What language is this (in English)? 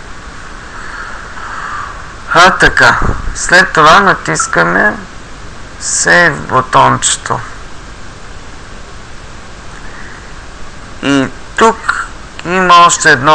Bulgarian